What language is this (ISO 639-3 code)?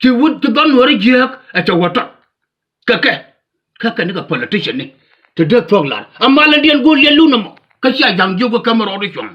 nus